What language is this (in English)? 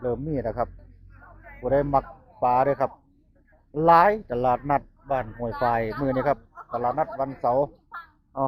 Northeastern Thai